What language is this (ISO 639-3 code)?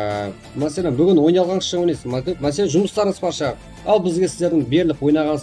kaa